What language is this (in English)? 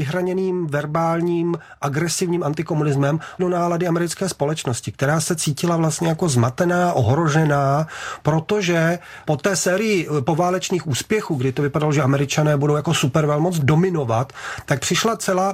Czech